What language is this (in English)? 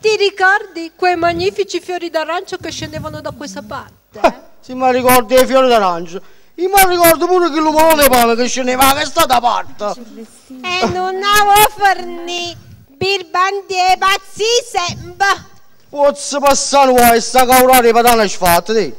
Neapolitan